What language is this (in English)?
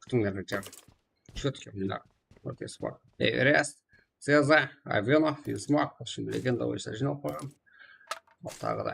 Kara-Kalpak